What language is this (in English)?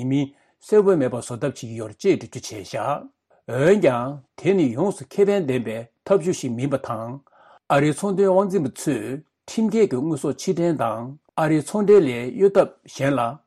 Tibetan